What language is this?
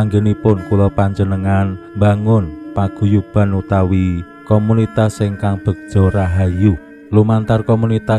Javanese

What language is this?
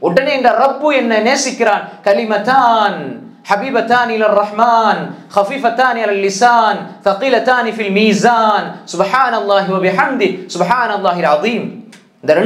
Tamil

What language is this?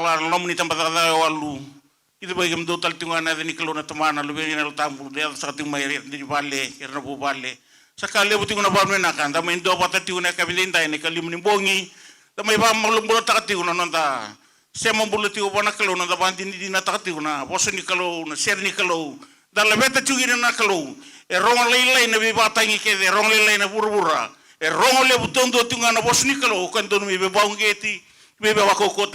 Fijian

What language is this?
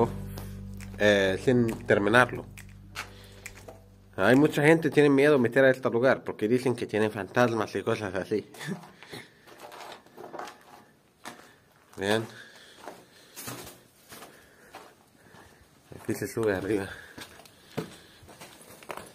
Spanish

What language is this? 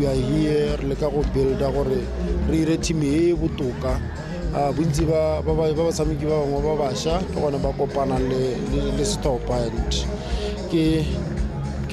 Tswana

